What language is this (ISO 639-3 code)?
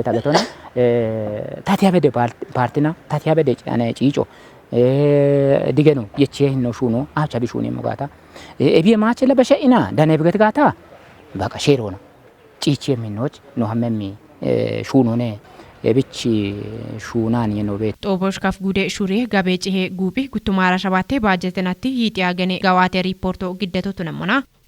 kbr